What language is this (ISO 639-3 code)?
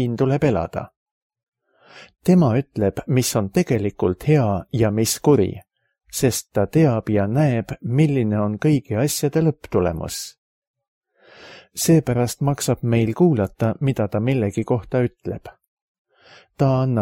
est